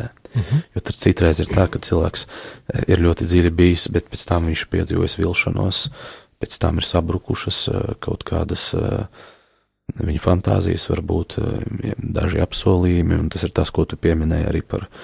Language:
Latvian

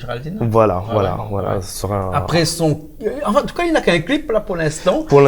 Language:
Réunion Creole French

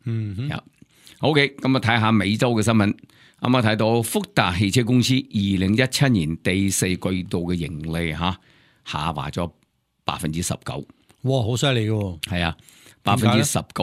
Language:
Cantonese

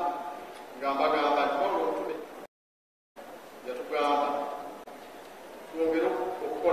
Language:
Ganda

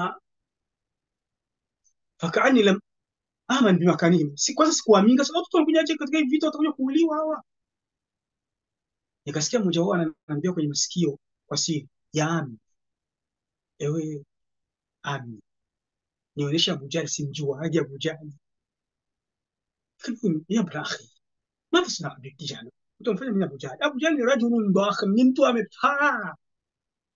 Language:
Swahili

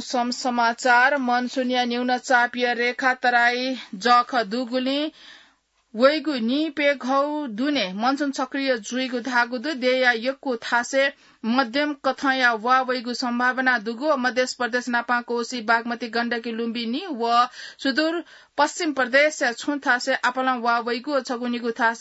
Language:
Newari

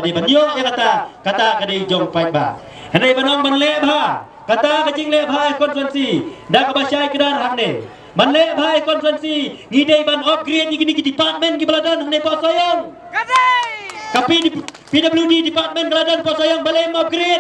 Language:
Khasi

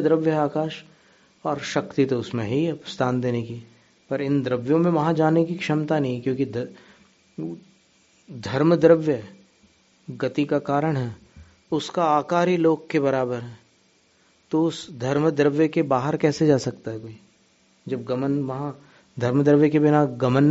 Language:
Hindi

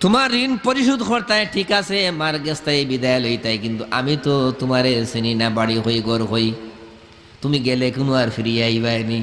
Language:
Sylheti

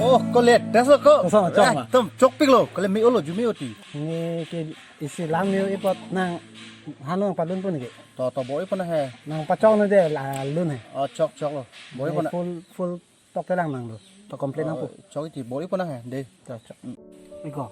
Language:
Karbi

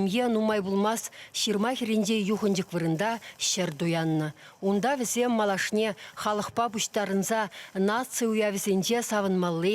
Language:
Chuvash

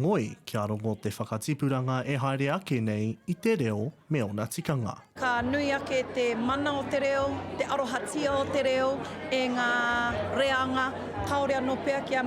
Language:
Māori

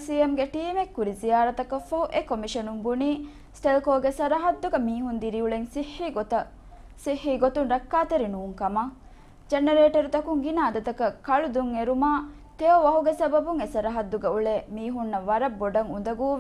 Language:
Divehi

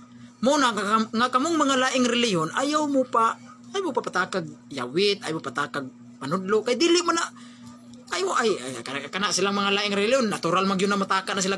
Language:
Cebuano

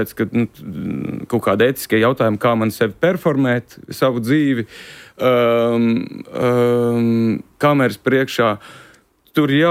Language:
Latvian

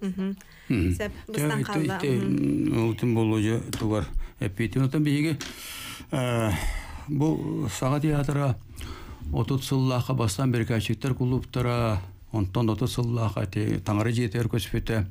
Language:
Yakut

